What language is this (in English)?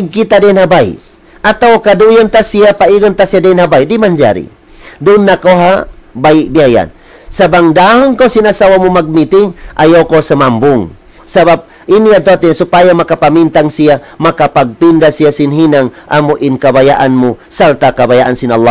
Tausug